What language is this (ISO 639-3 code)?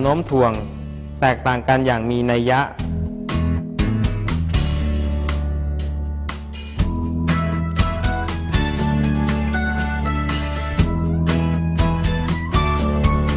tha